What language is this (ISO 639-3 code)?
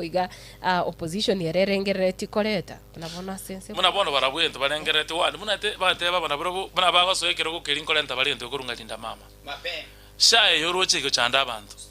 guz